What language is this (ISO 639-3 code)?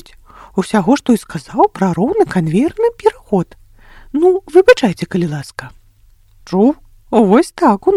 bel